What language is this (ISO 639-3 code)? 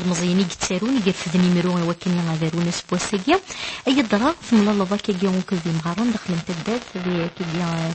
kab